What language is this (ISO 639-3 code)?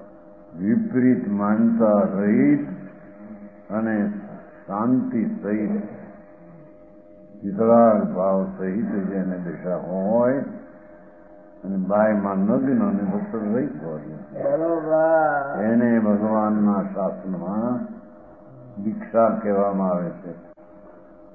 guj